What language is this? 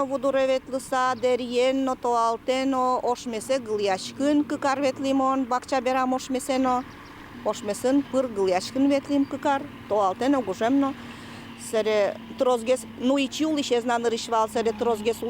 Udmurt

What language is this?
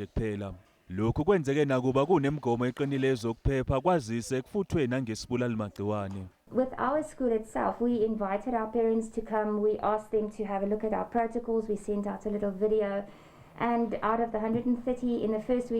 Zulu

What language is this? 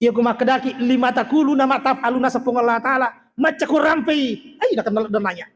Buginese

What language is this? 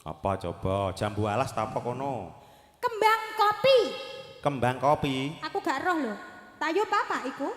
Javanese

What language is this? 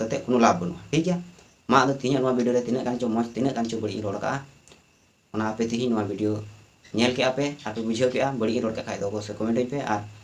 Santali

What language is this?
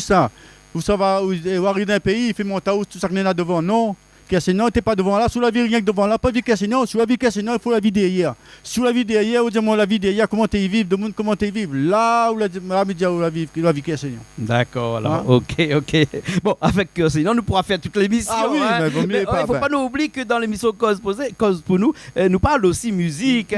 Réunion Creole French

